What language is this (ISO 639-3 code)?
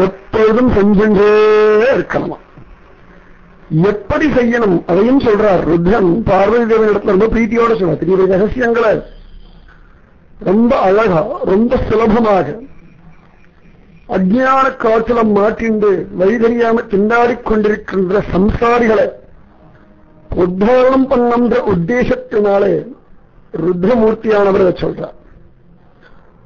tam